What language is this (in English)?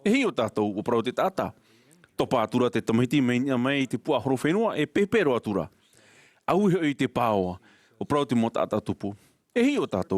Tahitian